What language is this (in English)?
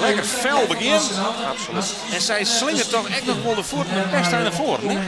Western Frisian